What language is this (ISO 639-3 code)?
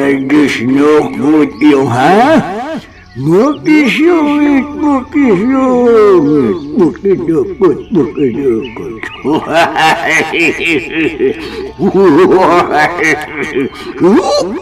sun